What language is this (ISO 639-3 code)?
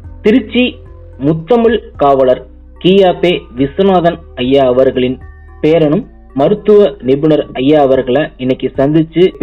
tam